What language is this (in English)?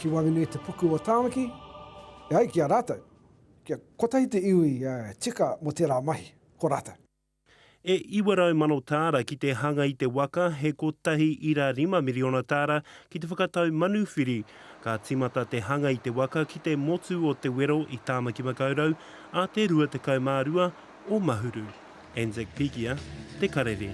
Māori